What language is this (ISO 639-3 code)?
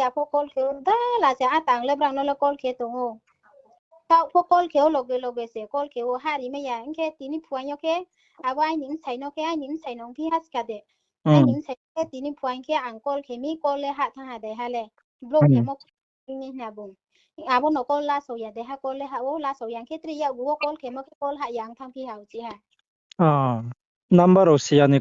ria